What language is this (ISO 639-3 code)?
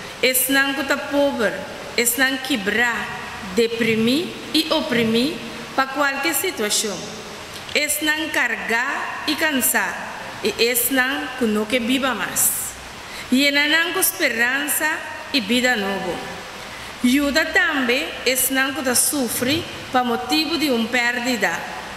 pap